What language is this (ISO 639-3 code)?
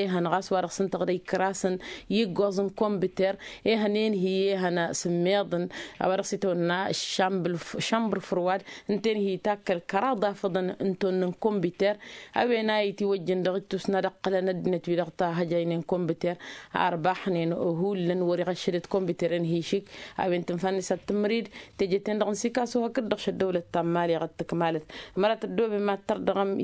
taq